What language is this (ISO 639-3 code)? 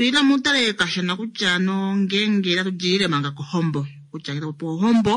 kua